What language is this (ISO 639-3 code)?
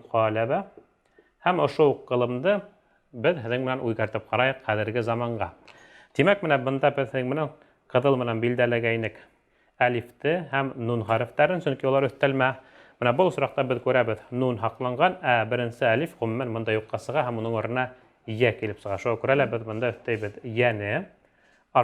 bak